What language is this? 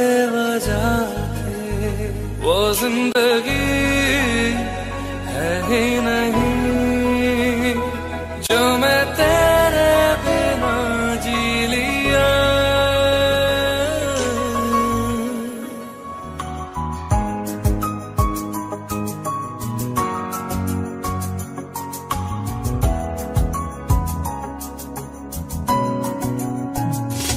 Hindi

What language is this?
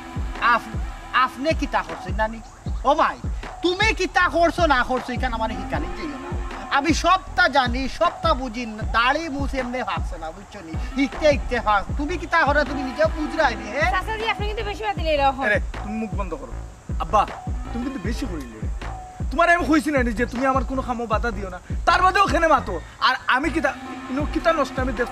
Sylheti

